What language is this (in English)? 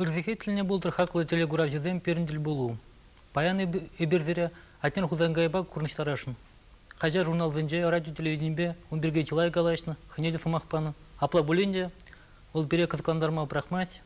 Chuvash